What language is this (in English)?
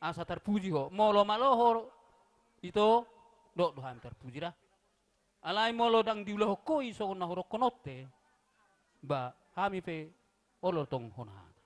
Batak Toba